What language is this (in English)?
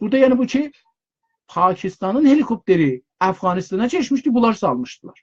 South Azerbaijani